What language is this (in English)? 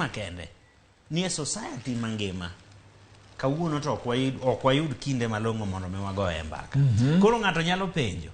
Luo (Kenya and Tanzania)